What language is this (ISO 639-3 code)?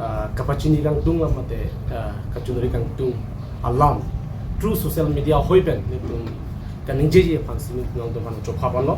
mjw